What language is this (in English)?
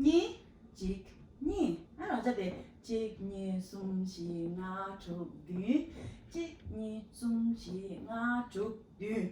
Tibetan